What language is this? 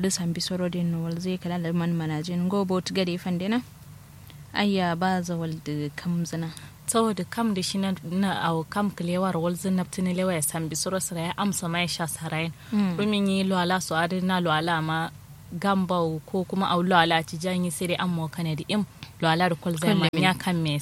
Kanuri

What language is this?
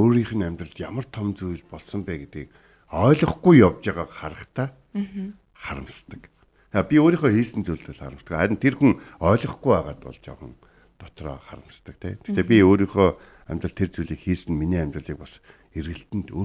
Mongolian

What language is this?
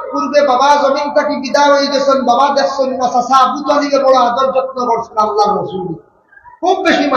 Sylheti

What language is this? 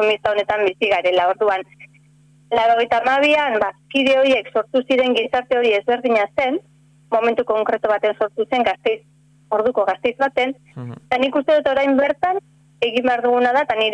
Basque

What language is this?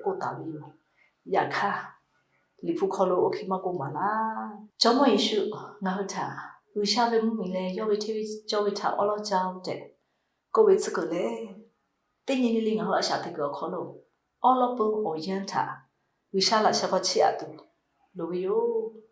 Lahu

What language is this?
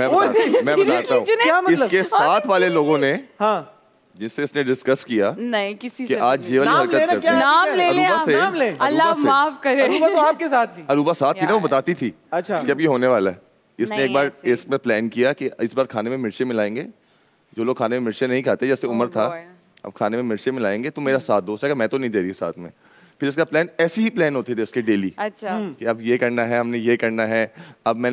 Hindi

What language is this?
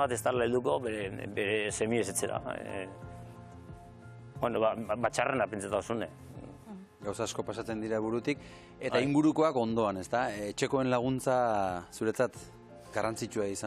Basque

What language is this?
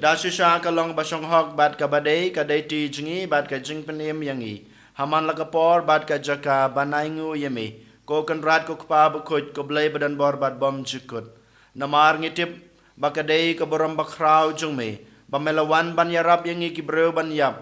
Khasi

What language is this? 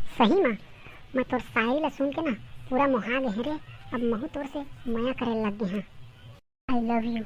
Chhattisgarhi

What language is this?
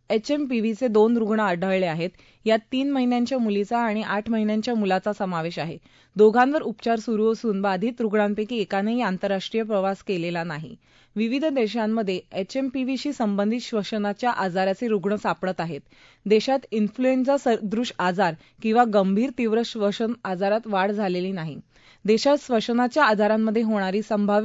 Marathi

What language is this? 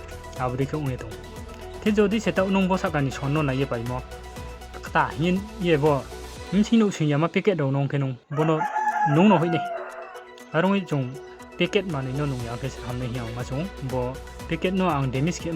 Riang (India)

